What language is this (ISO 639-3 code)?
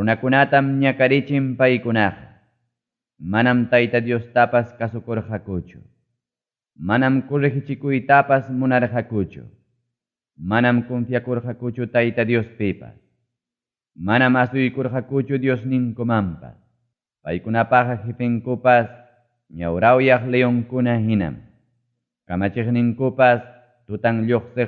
quy